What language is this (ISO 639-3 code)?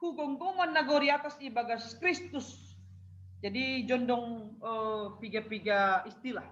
bts